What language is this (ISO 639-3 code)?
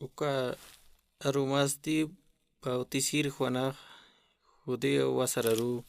aym